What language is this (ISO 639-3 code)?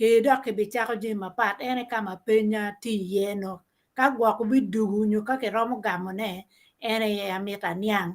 ach